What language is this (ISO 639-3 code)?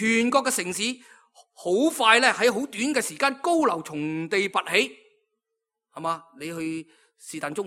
yue